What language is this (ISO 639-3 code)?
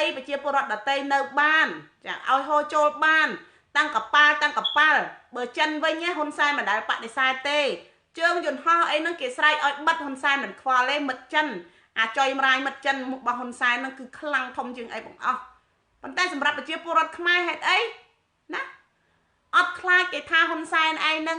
khm